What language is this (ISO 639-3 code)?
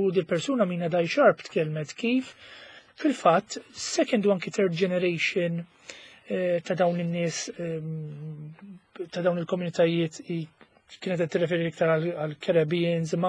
mlt